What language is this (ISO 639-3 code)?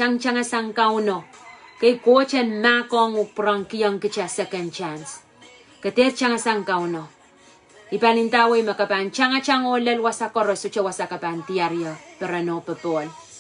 pon